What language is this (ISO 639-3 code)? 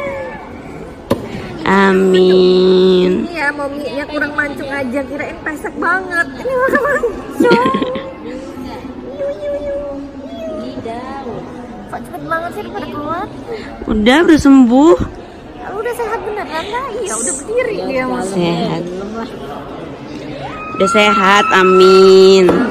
ind